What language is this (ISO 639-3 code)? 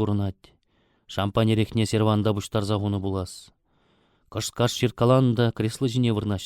chv